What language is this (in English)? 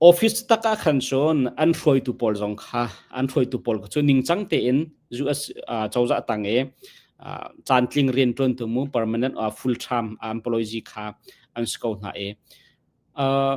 Hakha Chin